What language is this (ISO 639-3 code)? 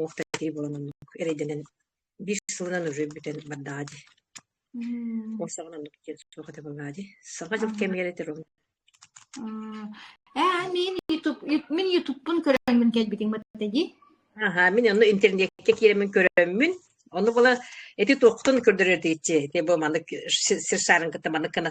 sah